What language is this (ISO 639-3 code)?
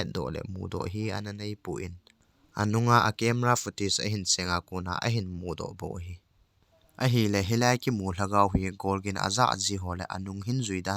tcz